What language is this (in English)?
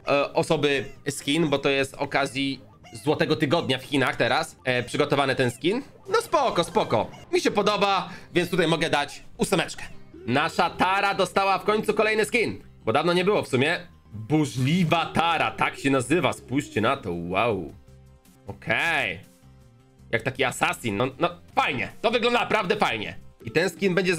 Polish